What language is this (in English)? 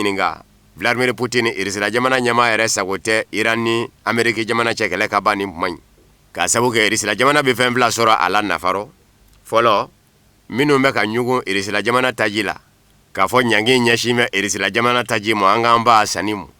Bambara